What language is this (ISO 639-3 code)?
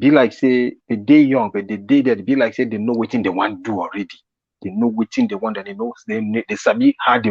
pcm